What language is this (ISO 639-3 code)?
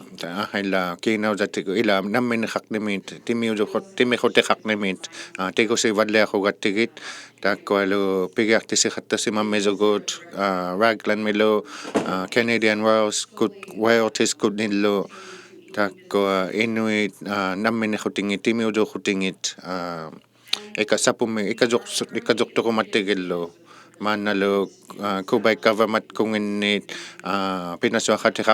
iku